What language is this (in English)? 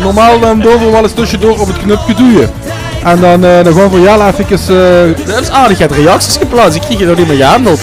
Limburgish